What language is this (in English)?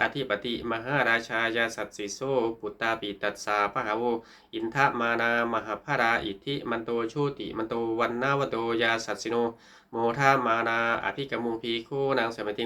Pali